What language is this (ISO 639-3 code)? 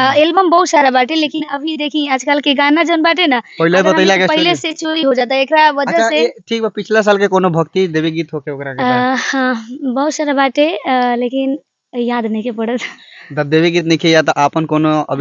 bho